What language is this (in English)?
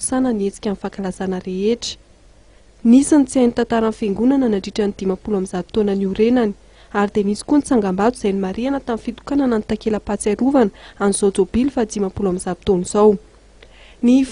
Malagasy